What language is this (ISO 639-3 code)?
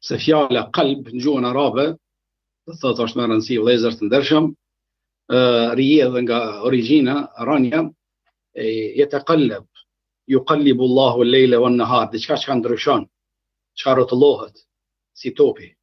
sqi